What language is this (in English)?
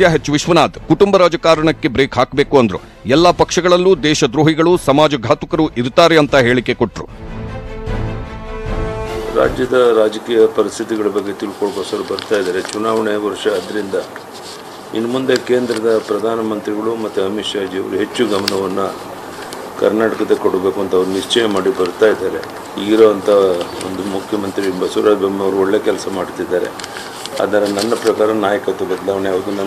Kannada